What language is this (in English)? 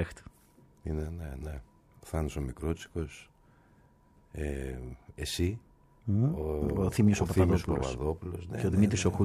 Greek